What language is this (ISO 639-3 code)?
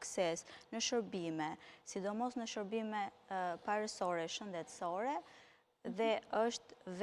sqi